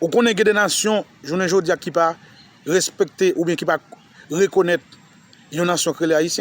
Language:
Haitian Creole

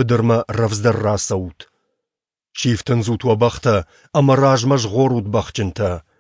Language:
Ossetic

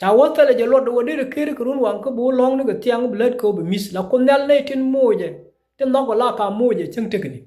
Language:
Nuer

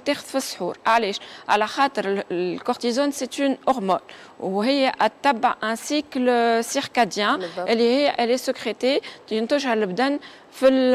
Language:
Tunisian Arabic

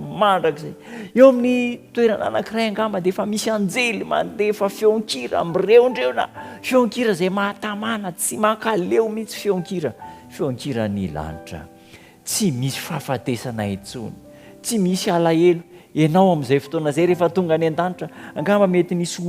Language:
Malagasy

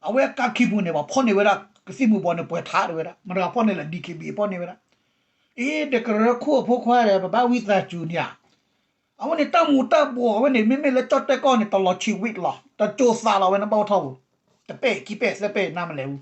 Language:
S'gaw Karen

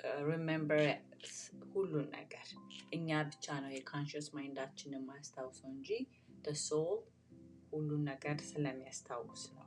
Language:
Amharic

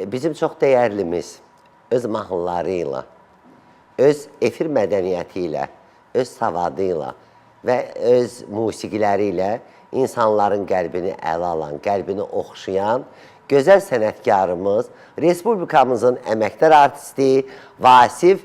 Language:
Azerbaijani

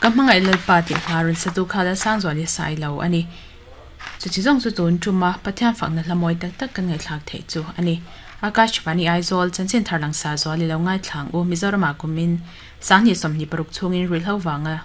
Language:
Mizo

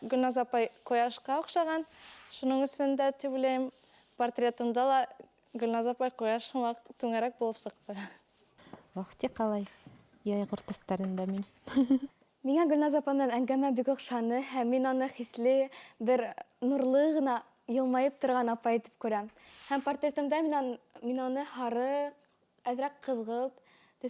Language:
Bashkir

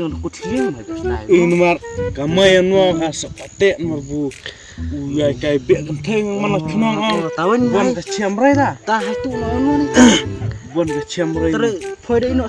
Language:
Khasi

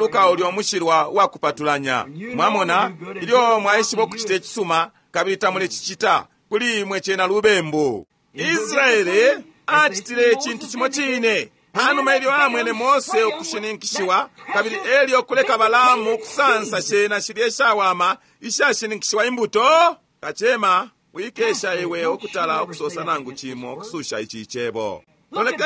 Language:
Bemba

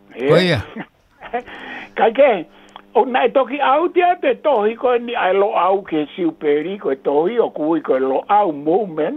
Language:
Tongan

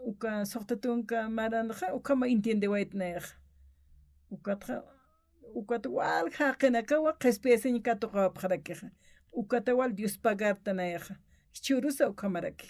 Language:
Aymara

